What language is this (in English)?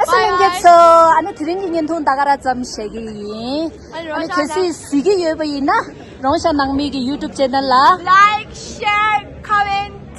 Tibetan